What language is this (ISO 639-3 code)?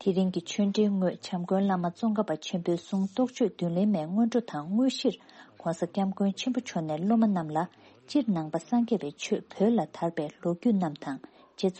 bod